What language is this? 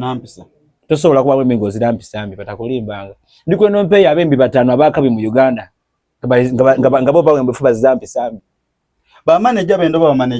Soga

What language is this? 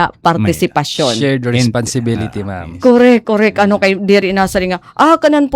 Waray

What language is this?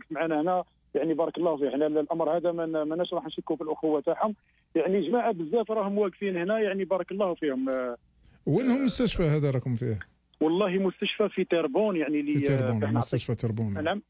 Algerian Arabic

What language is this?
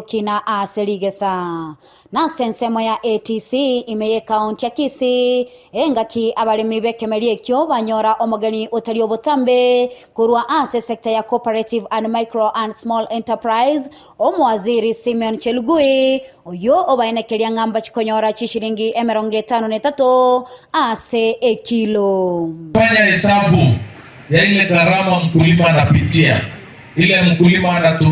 Gusii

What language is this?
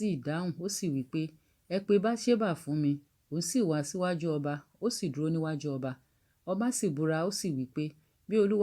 Yoruba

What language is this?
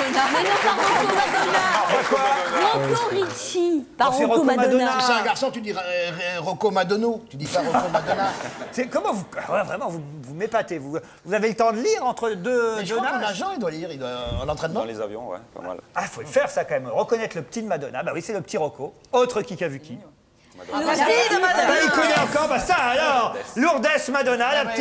French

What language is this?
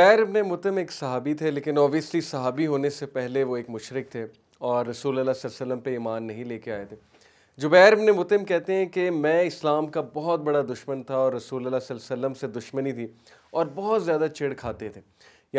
Urdu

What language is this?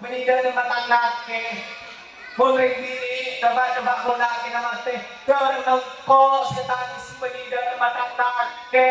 Madurese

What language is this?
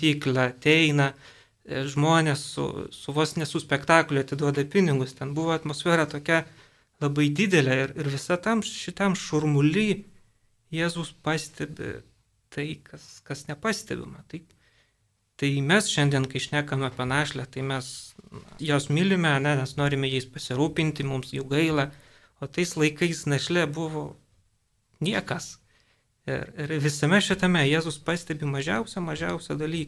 Lithuanian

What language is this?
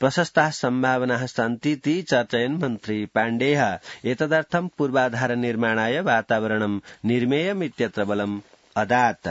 Sanskrit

